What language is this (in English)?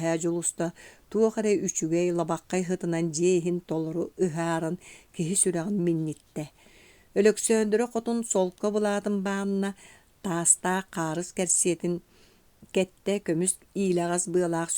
Yakut